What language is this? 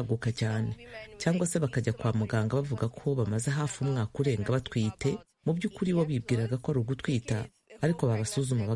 Kinyarwanda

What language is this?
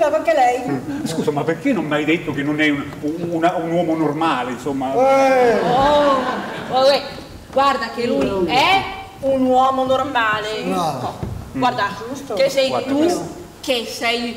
Italian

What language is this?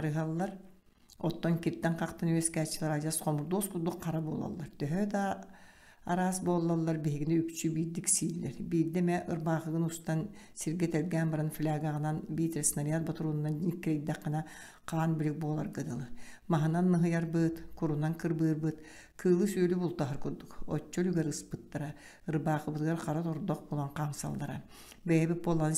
Yakut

